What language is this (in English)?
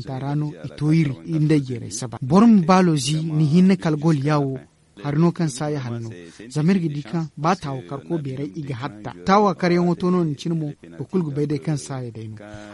Zarma